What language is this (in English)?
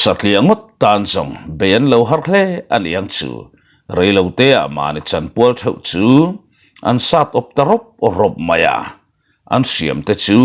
Mizo